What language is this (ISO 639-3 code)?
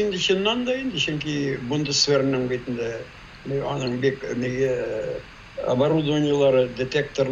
tat